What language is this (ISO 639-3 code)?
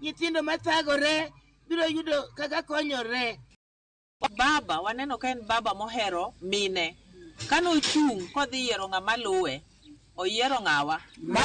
luo